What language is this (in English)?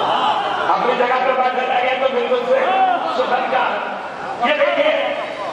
Urdu